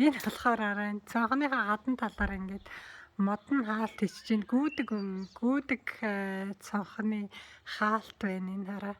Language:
Mongolian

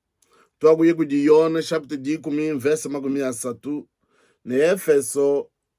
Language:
Luba-Lulua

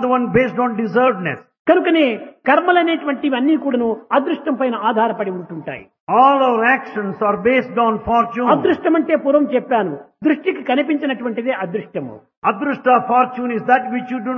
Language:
Telugu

